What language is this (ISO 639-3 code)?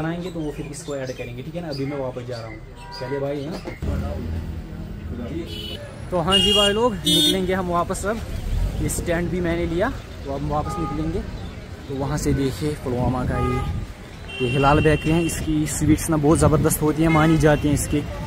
hin